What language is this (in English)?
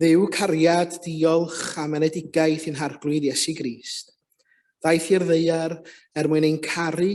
Welsh